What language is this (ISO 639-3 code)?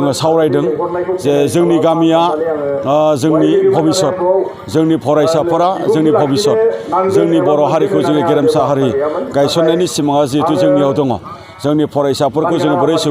brx